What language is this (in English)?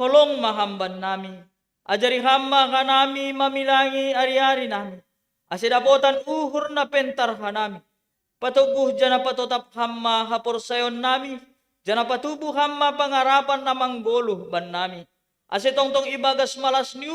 Batak Simalungun